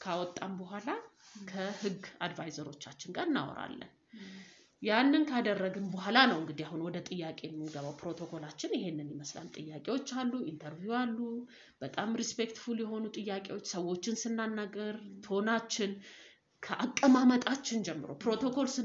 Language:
Amharic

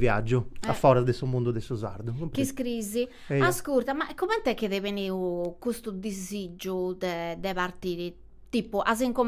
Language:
Sardinian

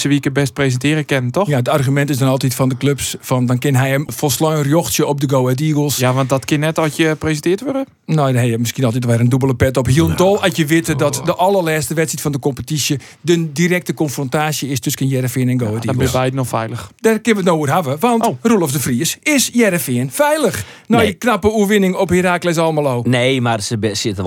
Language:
Western Frisian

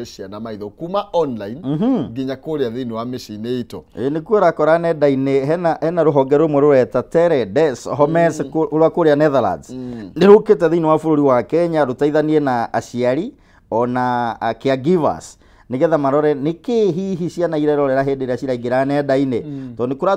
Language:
Kikuyu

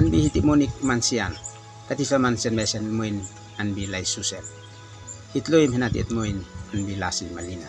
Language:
Uab Meto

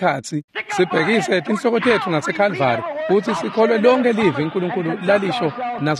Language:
Swati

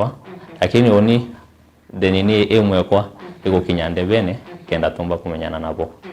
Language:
Meru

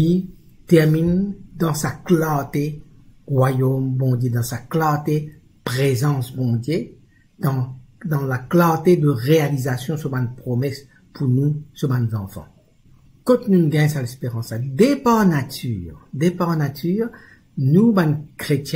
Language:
Morisyen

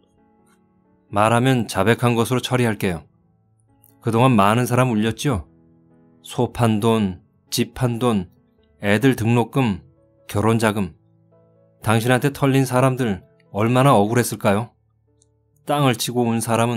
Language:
Korean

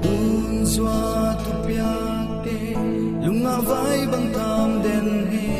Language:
Paite Chin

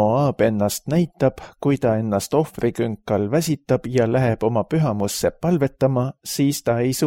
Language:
Estonian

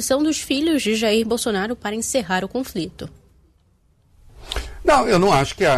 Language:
Portuguese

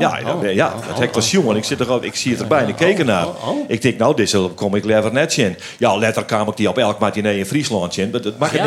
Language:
Western Frisian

